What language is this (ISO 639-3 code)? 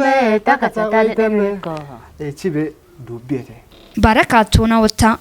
kbr